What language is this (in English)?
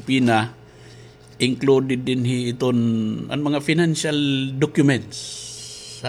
Waray